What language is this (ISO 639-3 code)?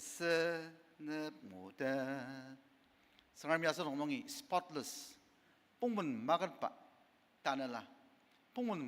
njo